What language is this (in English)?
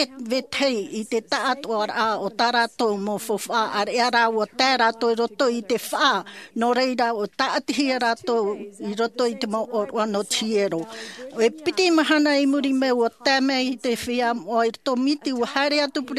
Tahitian